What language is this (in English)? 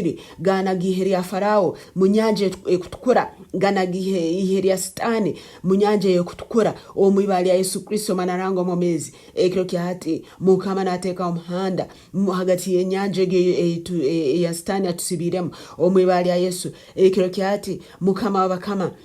Nyankole